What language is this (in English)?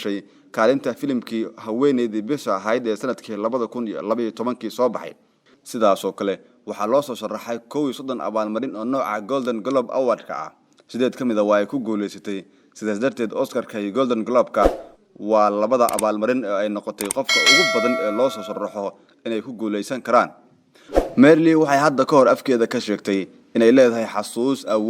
Somali